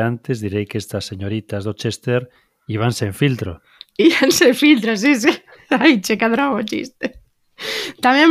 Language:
Galician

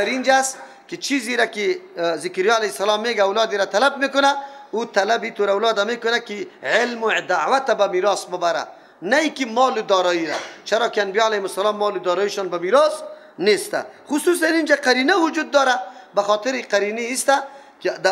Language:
Persian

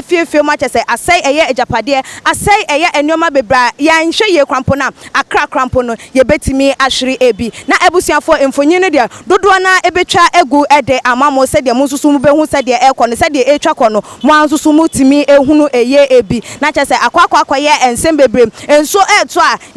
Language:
Akan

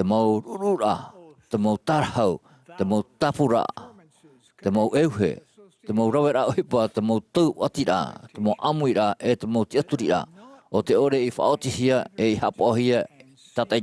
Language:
Tahitian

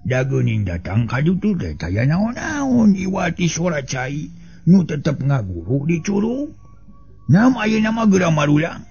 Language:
Sundanese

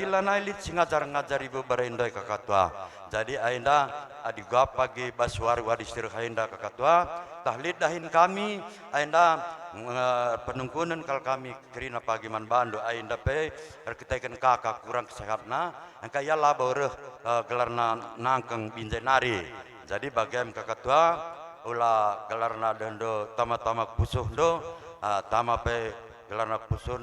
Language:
Batak Karo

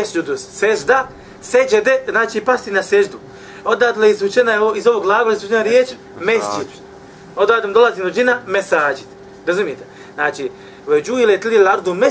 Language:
Bosnian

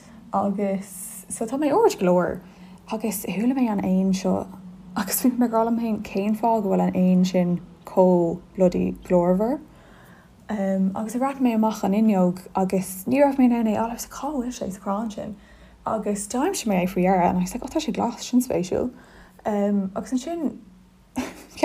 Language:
Irish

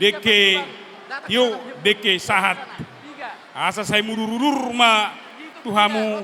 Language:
Batak Toba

